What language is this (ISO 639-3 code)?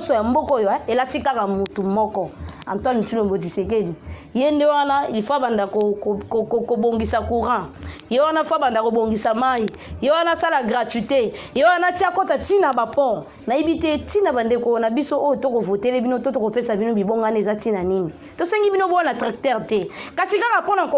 lin